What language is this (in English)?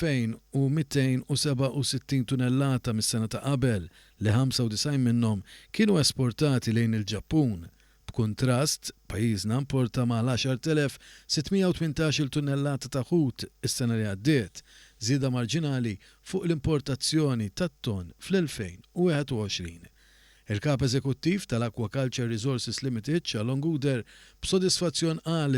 Maltese